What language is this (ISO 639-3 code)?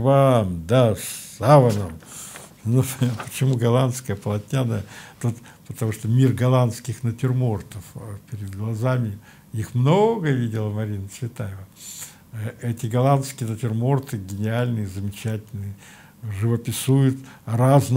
rus